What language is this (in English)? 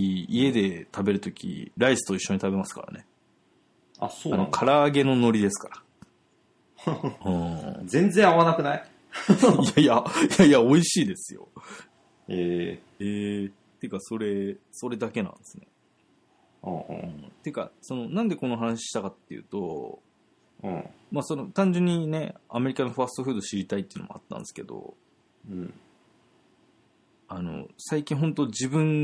Japanese